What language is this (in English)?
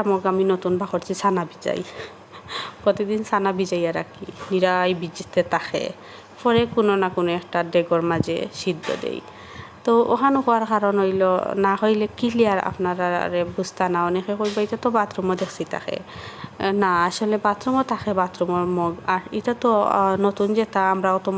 Sylheti